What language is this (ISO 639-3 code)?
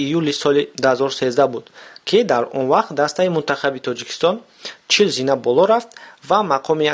tgk